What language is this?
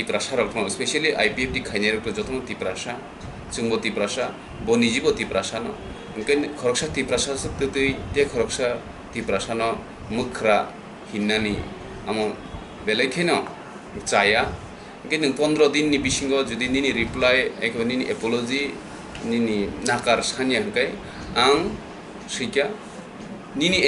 Kok Borok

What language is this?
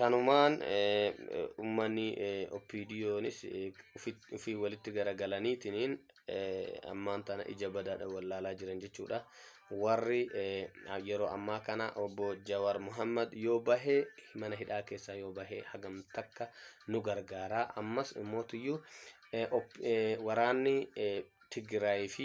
Oromo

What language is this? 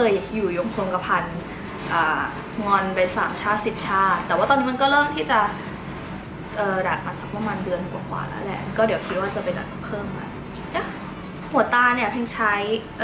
Thai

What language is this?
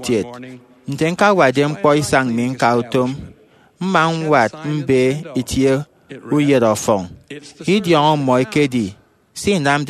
Efik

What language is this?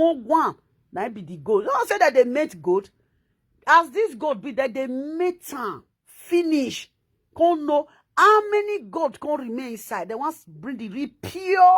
Nigerian Pidgin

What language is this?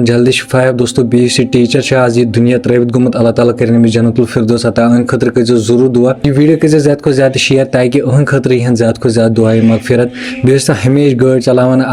Kashmiri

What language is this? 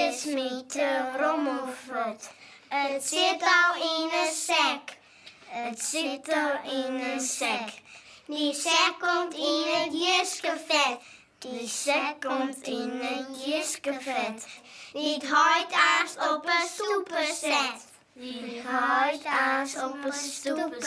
Western Frisian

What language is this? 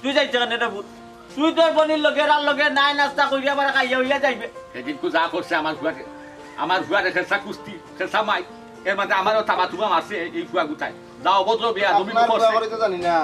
Sylheti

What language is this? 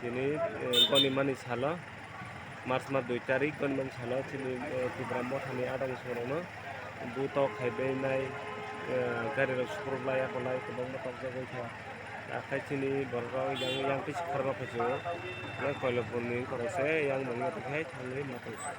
Kok Borok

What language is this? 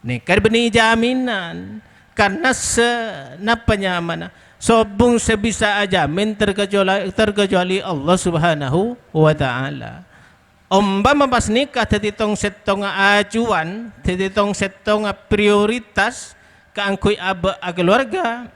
Madurese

